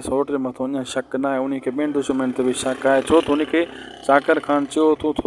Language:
Sindhi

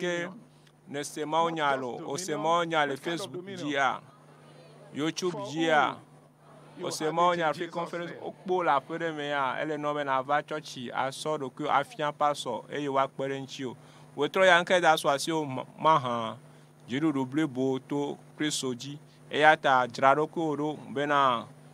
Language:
Ewe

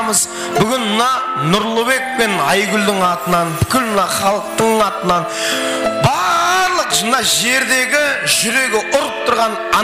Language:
Kara-Kalpak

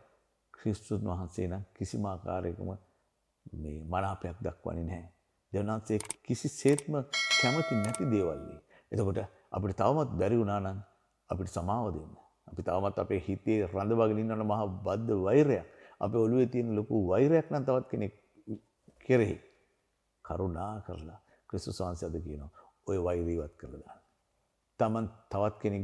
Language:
Sinhala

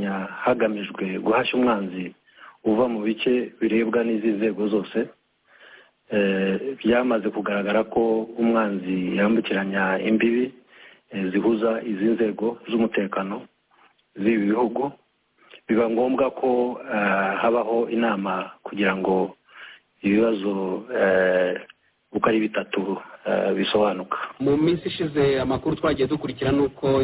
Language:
Kinyarwanda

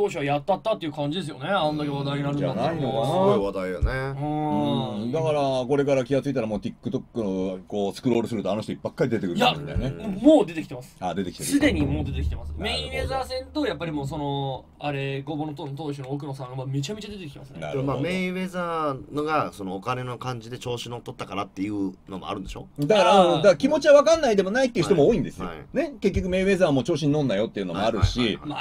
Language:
Japanese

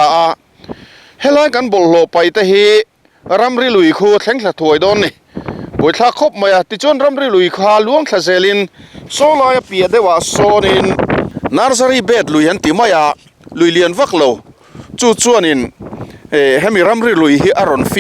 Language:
Mizo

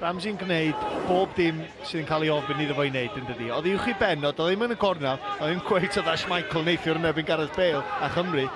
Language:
Welsh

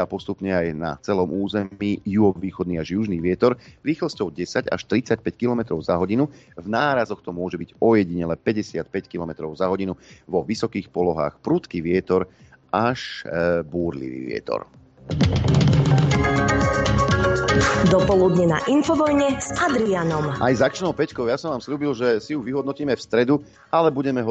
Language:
Slovak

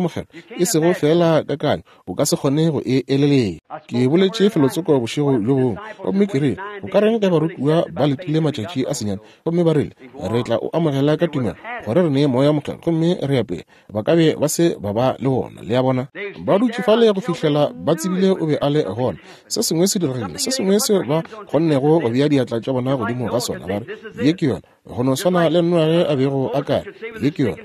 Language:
Northern Sotho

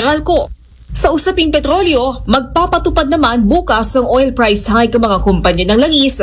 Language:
Filipino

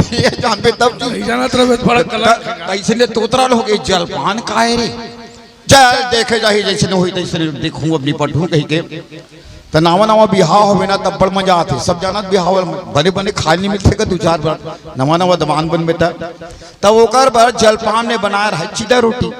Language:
Chhattisgarhi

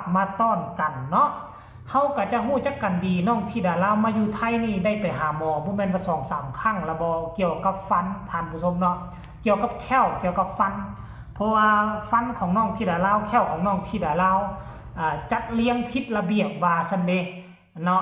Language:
Northeastern Thai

